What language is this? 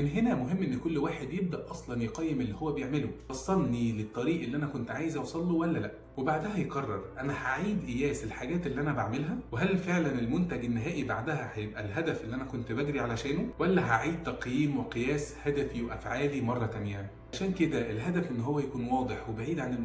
Egyptian Arabic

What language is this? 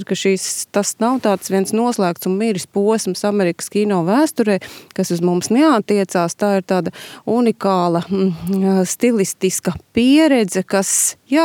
Latvian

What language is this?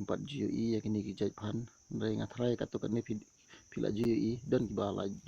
Khasi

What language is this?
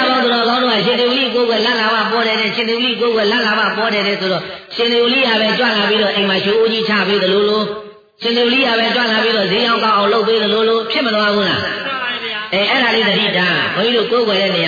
Burmese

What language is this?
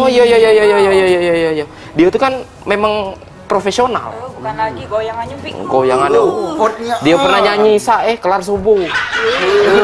Musi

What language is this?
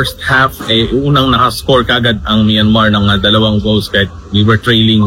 Filipino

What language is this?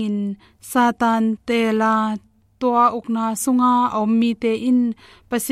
Tedim Chin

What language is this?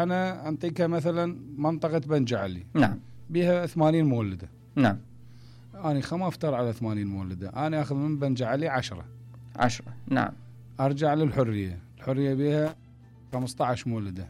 Mesopotamian Arabic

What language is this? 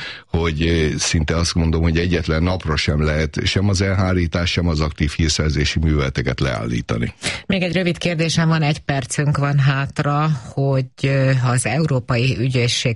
Hungarian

